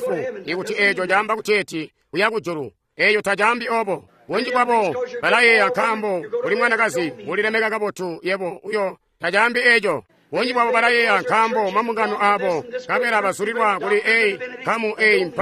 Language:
Tonga (Zambia)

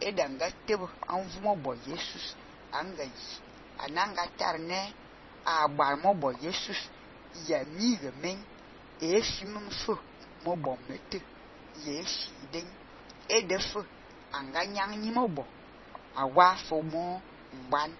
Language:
Fang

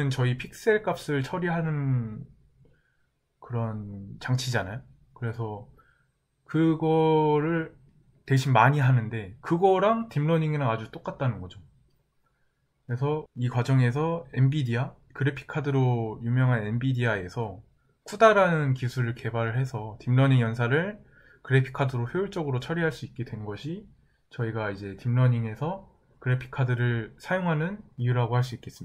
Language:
Korean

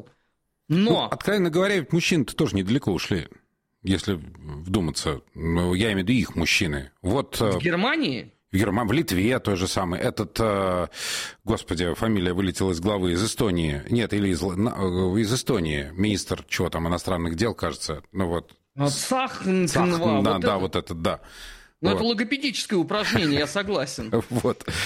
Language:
Russian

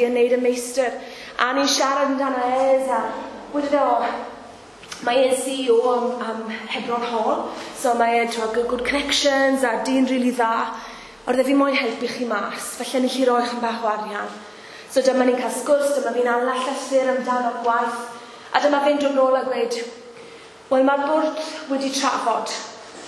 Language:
Welsh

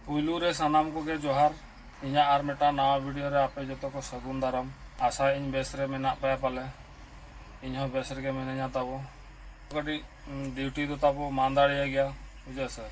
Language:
Santali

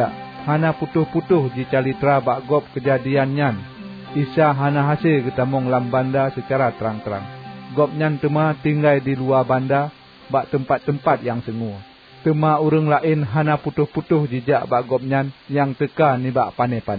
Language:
Achinese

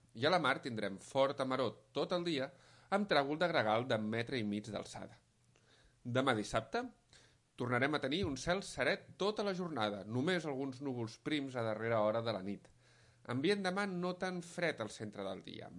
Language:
Catalan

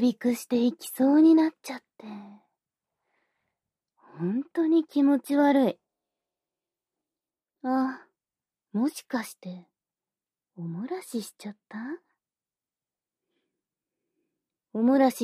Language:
Japanese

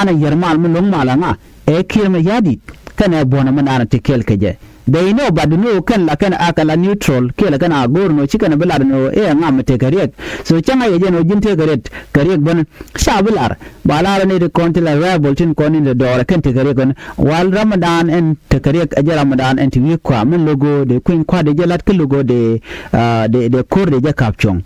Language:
Nuer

